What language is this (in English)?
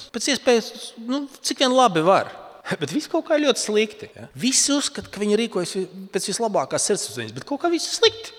Latvian